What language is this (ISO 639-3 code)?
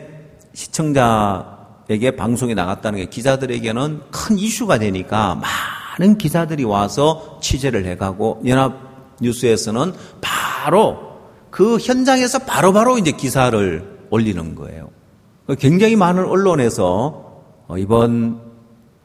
kor